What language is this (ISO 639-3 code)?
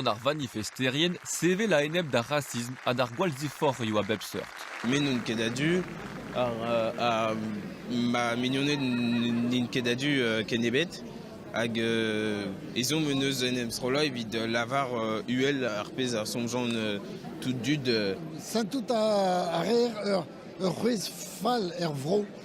bre